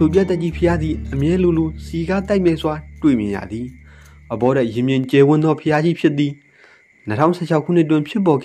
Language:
Burmese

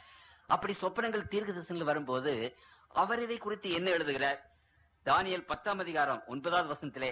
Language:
Tamil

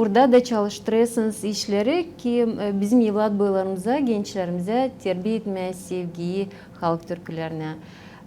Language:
Gagauz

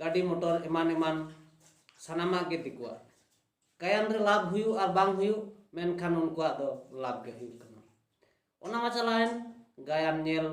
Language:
Santali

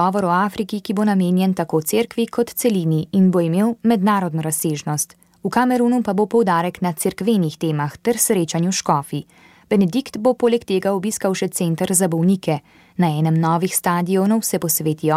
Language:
Slovenian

